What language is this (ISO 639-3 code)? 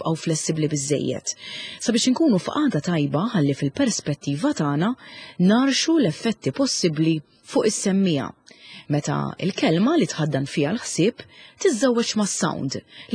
mlt